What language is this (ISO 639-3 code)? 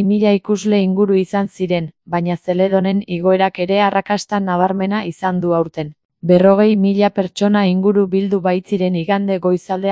eus